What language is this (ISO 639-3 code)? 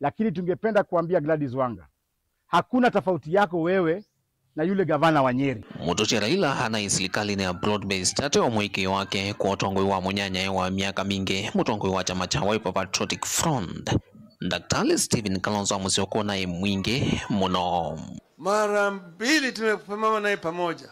kam